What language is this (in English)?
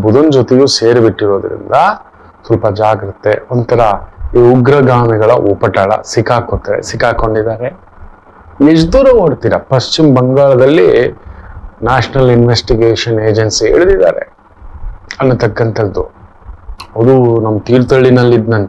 Kannada